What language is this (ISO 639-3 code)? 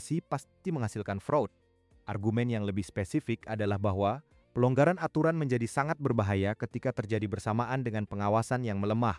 ind